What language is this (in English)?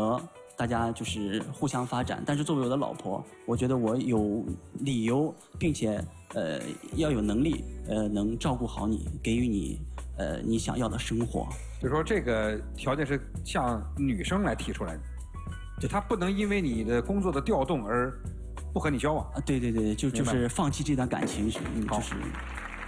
Chinese